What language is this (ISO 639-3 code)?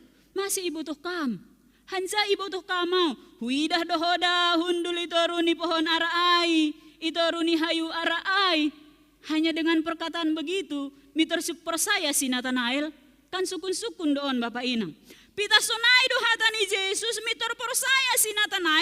bts